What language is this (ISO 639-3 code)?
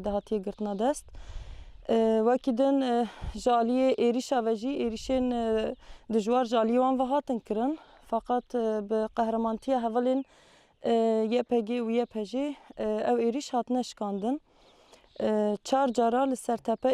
kur